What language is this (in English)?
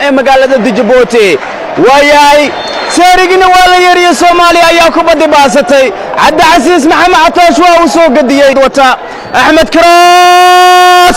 Somali